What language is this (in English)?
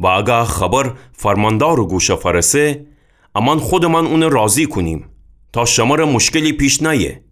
Gilaki